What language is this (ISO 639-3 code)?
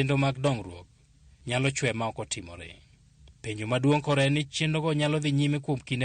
luo